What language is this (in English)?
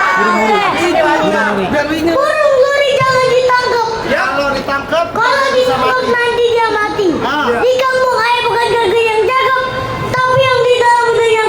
Betawi